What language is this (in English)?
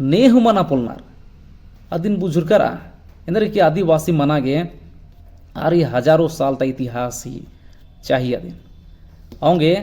Kurukh